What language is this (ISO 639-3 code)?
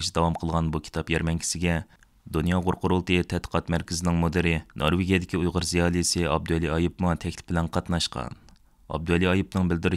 uig